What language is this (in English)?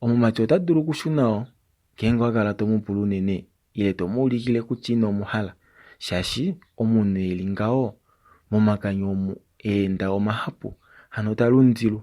Kuanyama